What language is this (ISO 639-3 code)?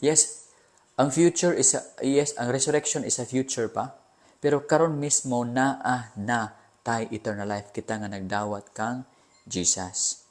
ceb